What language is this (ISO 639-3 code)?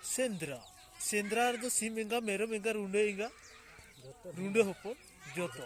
sat